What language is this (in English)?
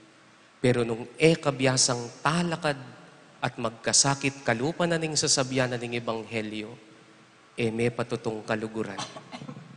Pampanga